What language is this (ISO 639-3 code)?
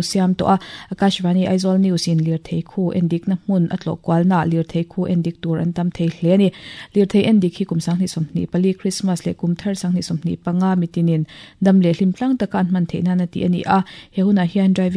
lus